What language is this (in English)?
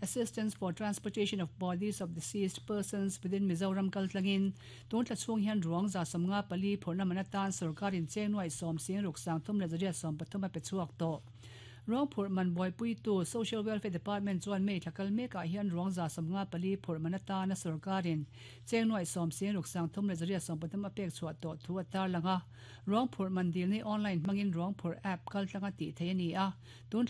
Mizo